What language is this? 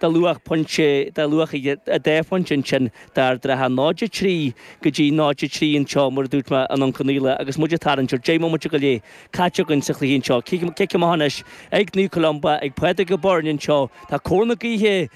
Irish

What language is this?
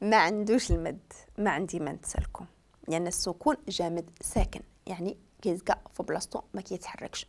Moroccan Arabic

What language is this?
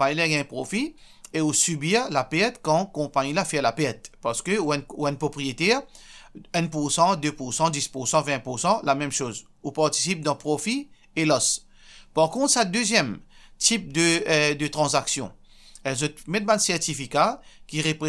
Morisyen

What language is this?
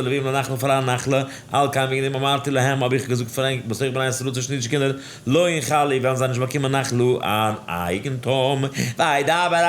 Yiddish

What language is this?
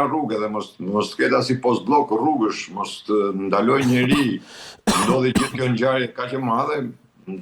Albanian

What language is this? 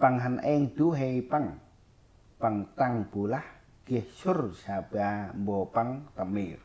Central Mnong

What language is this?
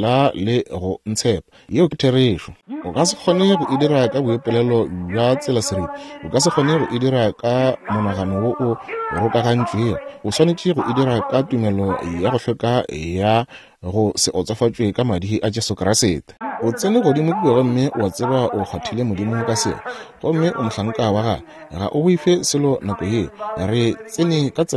Northern Sotho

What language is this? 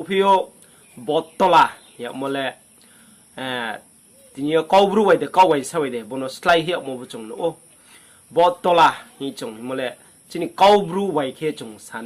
Riang (India)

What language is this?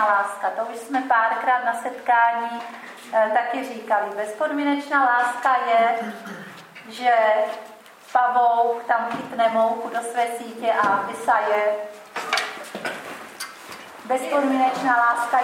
Czech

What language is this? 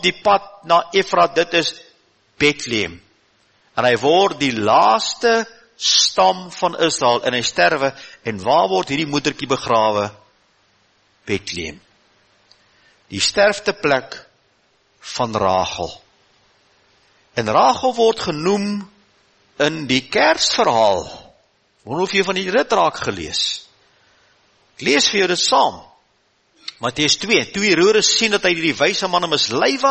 Afrikaans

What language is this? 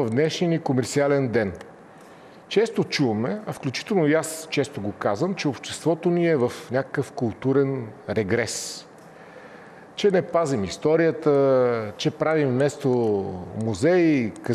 Bulgarian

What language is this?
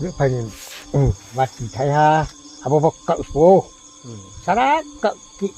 Riang (India)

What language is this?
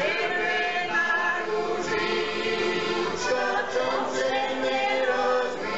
Slovak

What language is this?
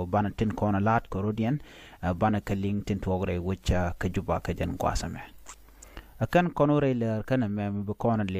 Nuer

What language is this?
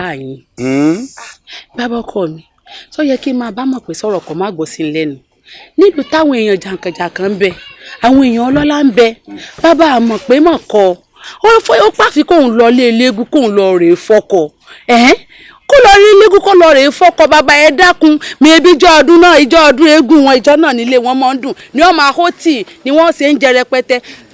Yoruba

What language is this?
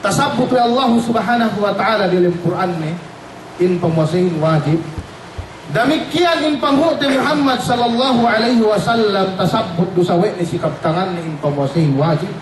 Yakan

